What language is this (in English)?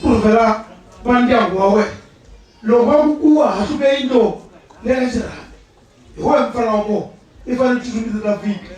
Tsonga